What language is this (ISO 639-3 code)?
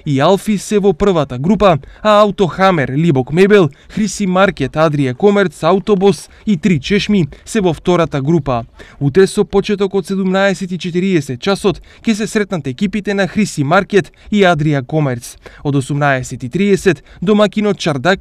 mkd